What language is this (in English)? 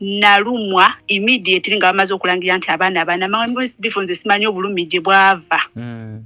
Ganda